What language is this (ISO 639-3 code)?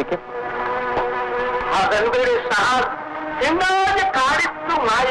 kan